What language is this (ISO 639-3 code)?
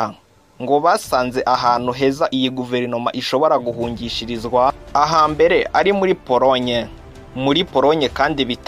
kin